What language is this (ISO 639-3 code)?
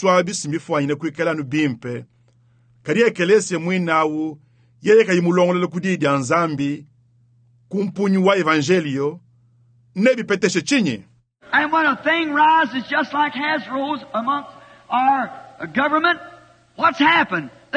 lua